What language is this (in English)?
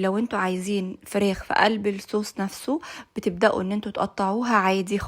Egyptian Arabic